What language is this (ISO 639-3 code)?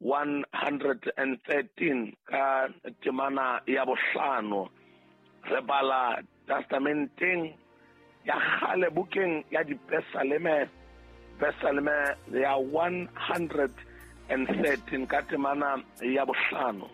sot